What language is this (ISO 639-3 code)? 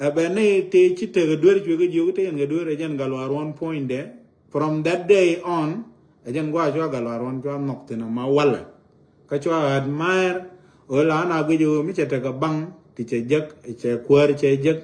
nus